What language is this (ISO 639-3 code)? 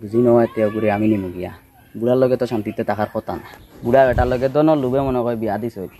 syl